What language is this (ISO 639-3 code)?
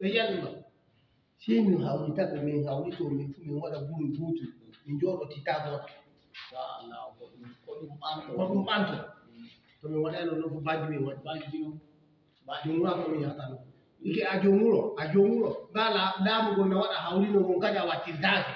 ful